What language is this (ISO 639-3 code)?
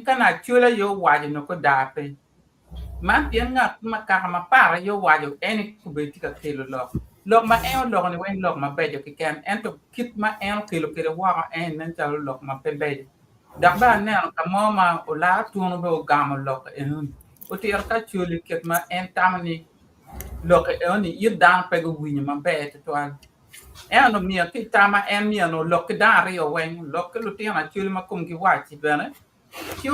ach